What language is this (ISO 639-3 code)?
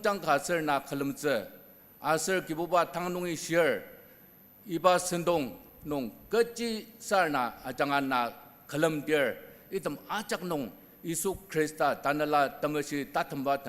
njo